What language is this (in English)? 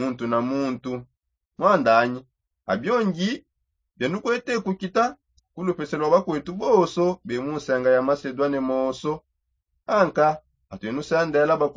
Songe